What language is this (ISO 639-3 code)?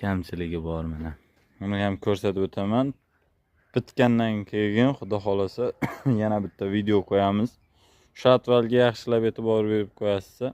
uzb